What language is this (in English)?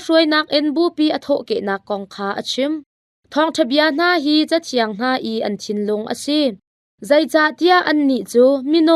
Hakha Chin